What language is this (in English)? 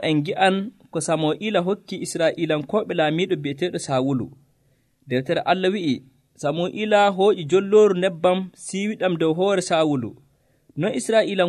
Nigerian Fulfulde